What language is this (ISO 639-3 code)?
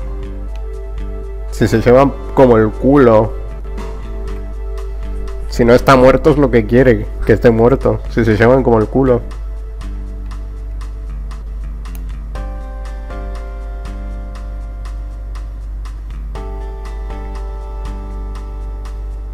spa